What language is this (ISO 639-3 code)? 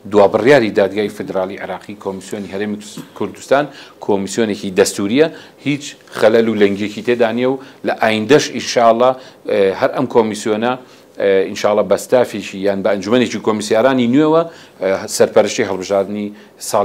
ckb